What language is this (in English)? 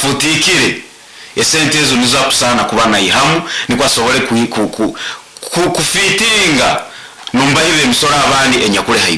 Nyoro